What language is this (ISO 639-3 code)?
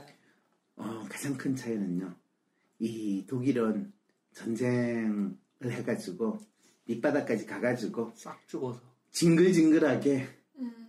kor